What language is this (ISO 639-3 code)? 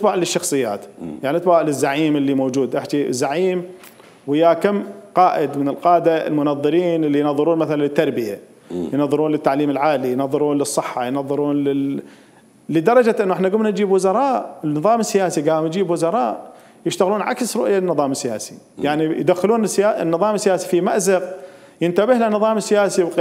acm